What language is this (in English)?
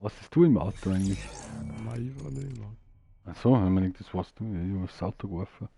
Bavarian